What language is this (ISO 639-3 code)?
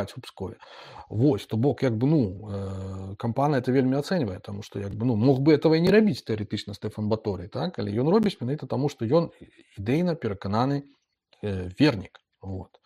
bel